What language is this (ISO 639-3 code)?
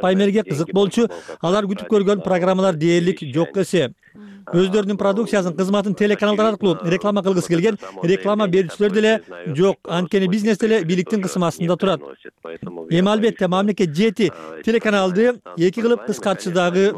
kir